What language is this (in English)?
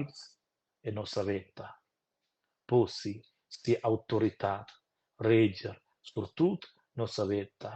Romansh